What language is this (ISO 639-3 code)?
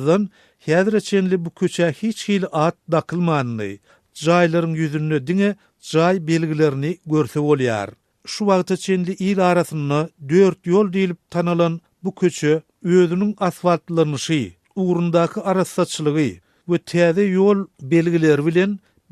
tuk